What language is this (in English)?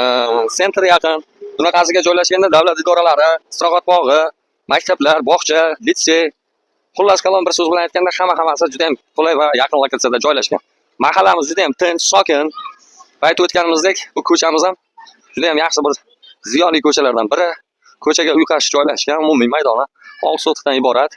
Uzbek